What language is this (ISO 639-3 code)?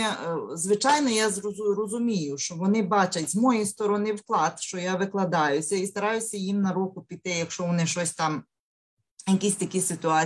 ukr